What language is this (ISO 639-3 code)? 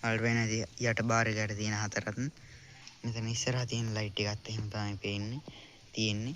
sin